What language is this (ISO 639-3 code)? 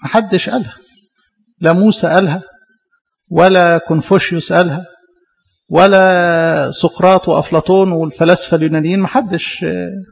arz